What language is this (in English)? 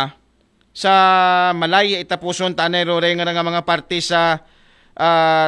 Aklanon